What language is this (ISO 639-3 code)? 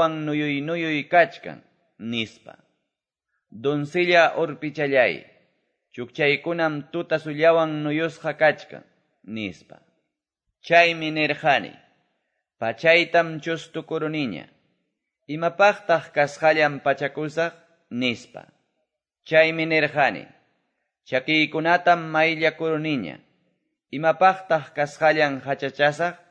que